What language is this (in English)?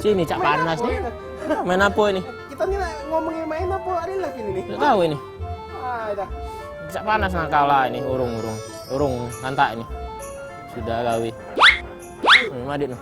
Musi